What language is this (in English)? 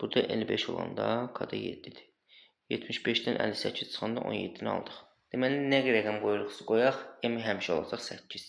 Azerbaijani